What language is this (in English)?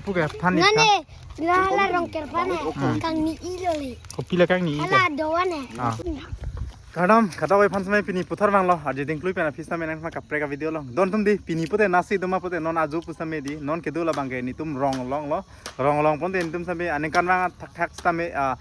Karbi